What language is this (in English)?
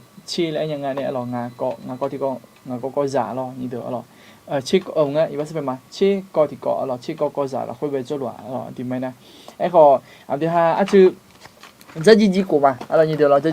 Akha